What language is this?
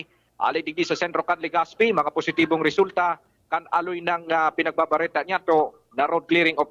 Bikol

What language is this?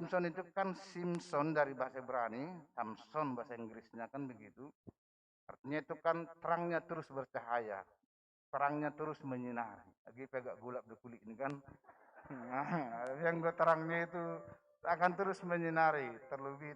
Batak Simalungun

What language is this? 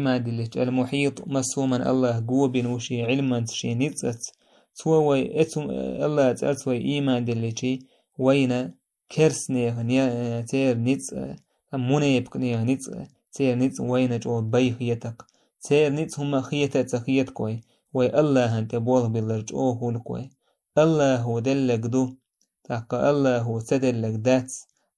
Chechen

